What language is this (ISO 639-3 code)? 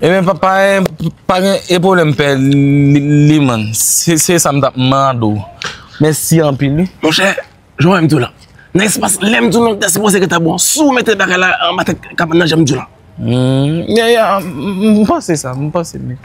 hat